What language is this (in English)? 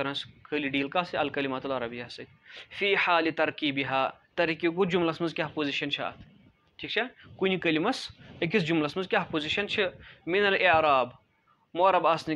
Kashmiri